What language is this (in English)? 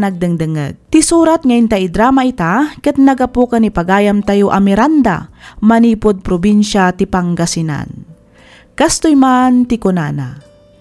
Iloko